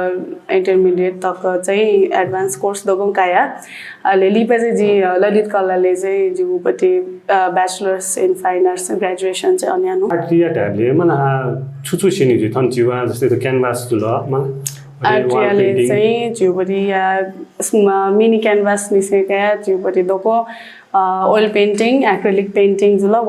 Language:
Newari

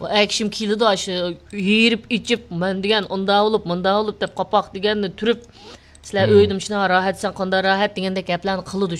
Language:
Uyghur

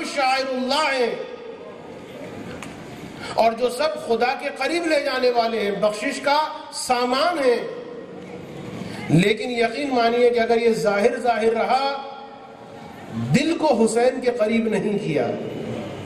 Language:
Urdu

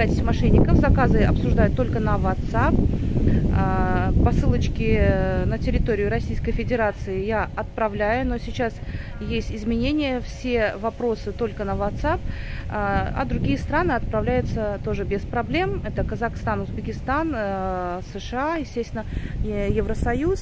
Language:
Russian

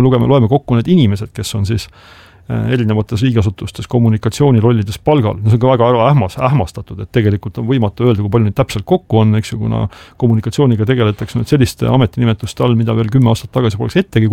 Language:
Estonian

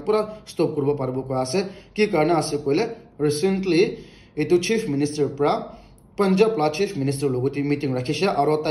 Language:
Naga Pidgin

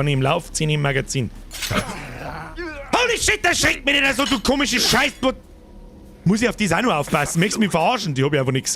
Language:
Bavarian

